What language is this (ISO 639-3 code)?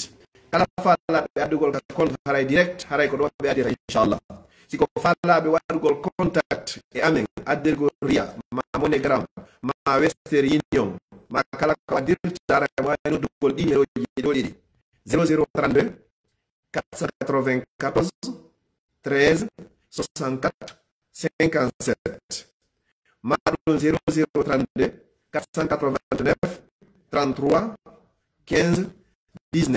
fuf